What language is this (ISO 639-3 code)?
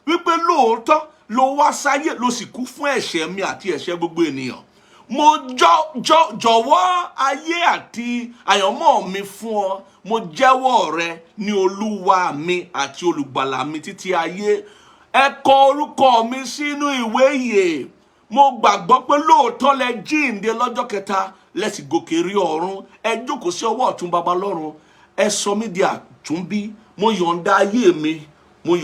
yor